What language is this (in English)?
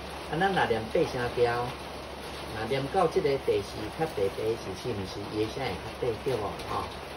Min Nan Chinese